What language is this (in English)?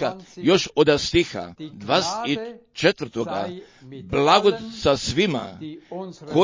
Croatian